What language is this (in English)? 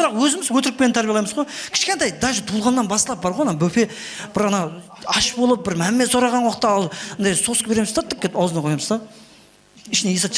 Kara-Kalpak